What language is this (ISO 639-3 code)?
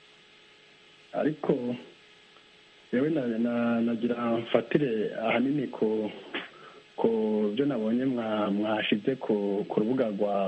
kin